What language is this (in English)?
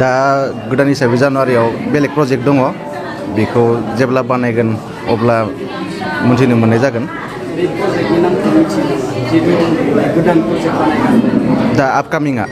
Bodo